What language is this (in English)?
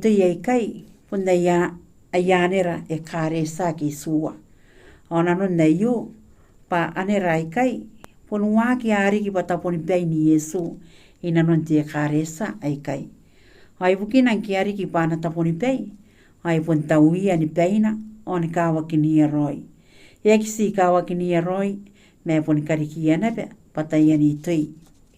Gilbertese